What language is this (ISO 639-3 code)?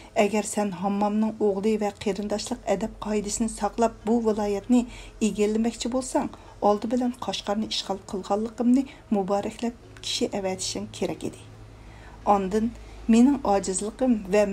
uig